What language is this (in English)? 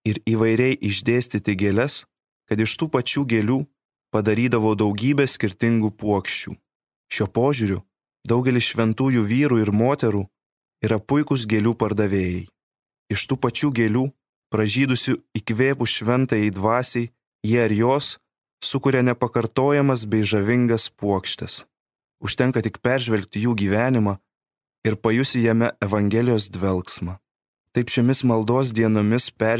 Lithuanian